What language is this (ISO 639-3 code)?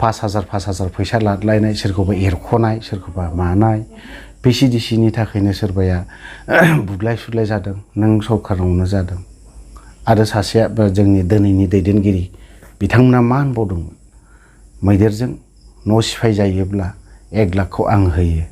brx